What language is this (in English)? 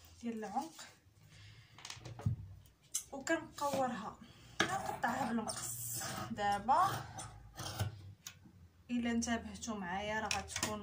Moroccan Arabic